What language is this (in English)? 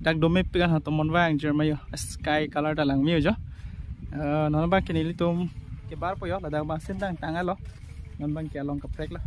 Karbi